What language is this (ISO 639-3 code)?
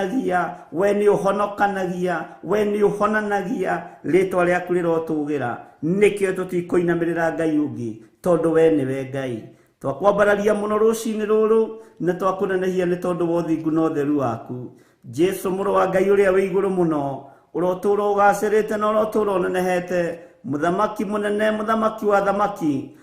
kik